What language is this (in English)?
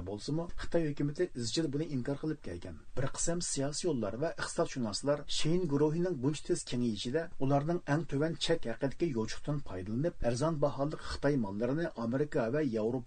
Uyghur